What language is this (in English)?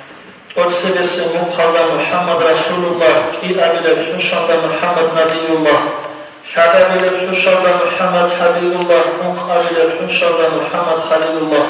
Avaric